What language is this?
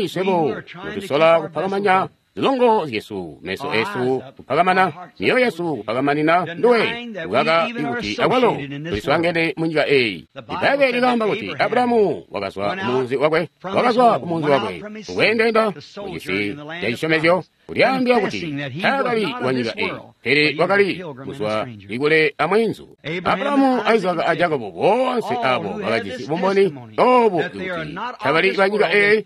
Tonga (Zambia)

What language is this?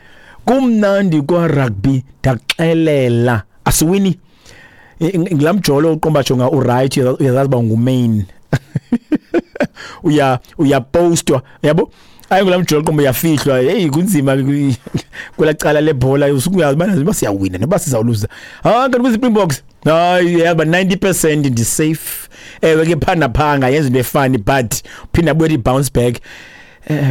Xhosa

